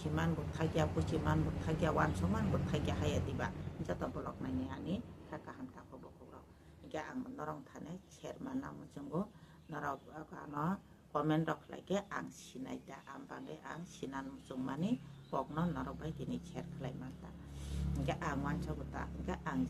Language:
Kok Borok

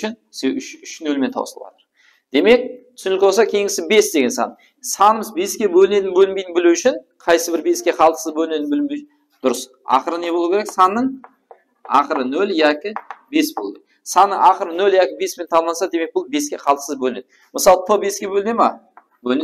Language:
Kara-Kalpak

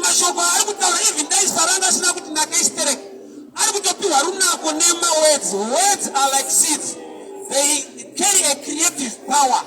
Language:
Shona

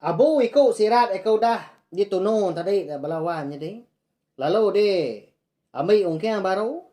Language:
Iban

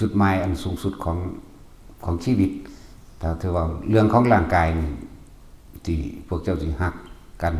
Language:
Northeastern Thai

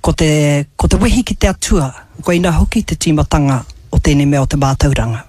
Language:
Māori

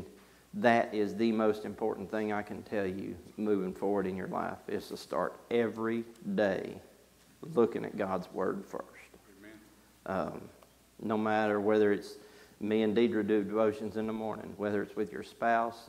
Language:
English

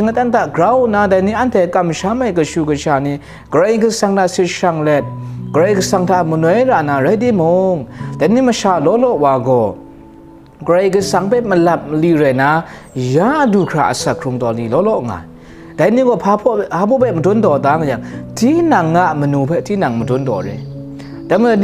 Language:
Kachin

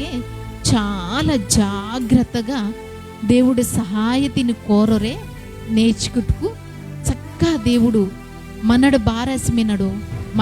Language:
Koya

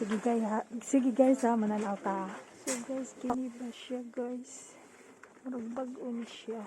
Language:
Cebuano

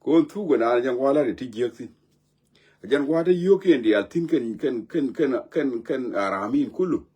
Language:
Nuer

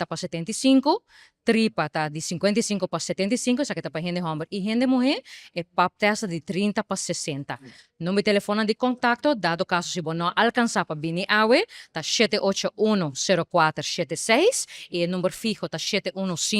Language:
Papiamento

